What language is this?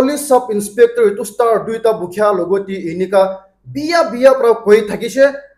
Naga Pidgin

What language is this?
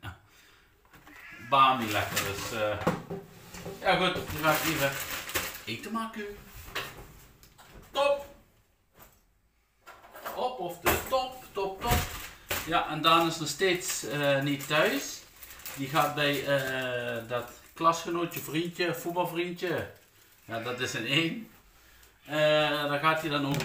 Dutch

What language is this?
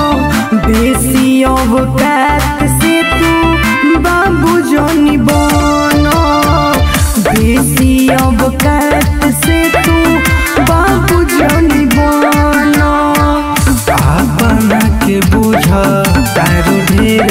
Bhojpuri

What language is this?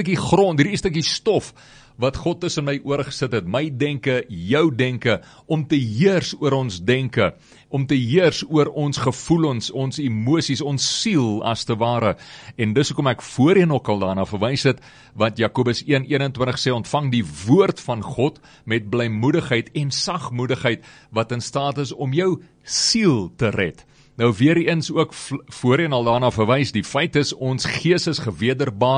Afrikaans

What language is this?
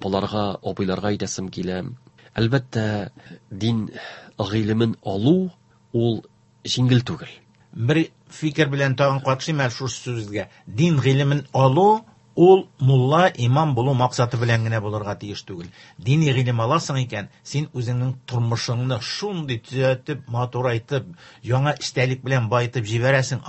Tatar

